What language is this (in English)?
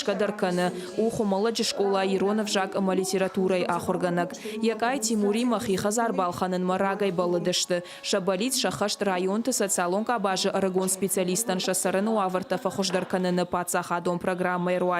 Ossetic